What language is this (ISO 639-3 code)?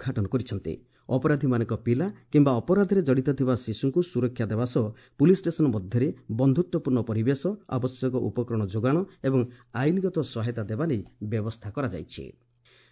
ori